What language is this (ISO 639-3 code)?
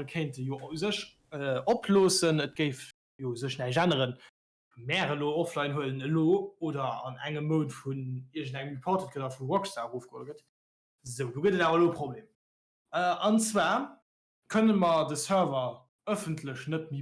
ltz